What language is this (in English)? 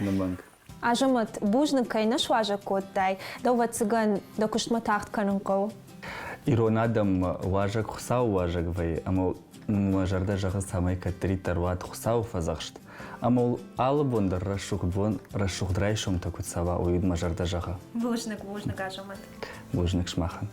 Ossetic